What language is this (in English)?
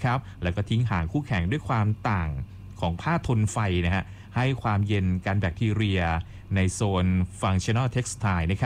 Thai